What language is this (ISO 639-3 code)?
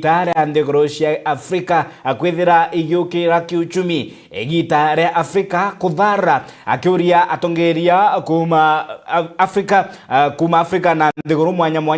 mer